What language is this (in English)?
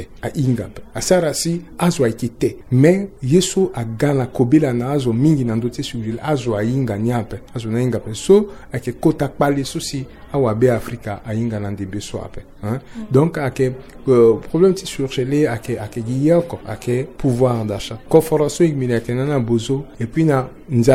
Sango